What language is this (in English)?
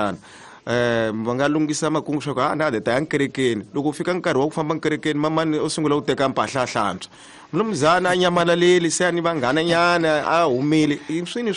Tsonga